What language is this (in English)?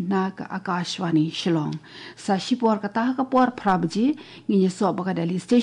Khasi